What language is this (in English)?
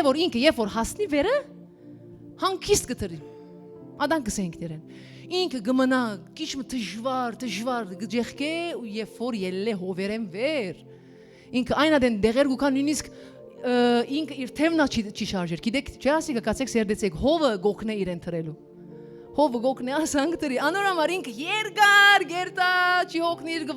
Western Armenian